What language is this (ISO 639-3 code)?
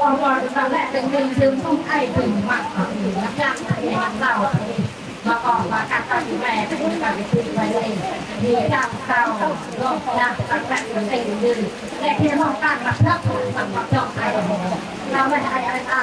cmo